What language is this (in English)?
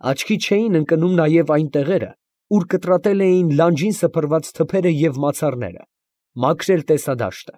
Armenian